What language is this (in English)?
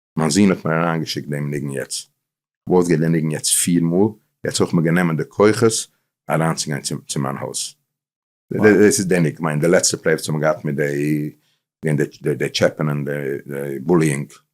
Yiddish